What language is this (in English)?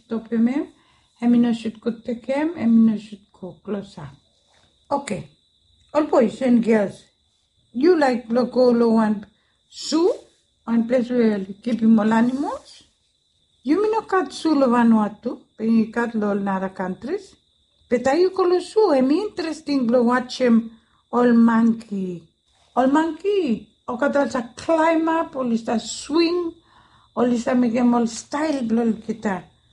Bislama